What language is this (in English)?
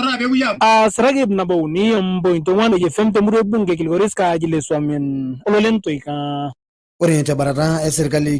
Masai